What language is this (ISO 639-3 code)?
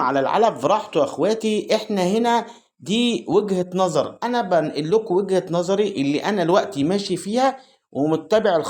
arz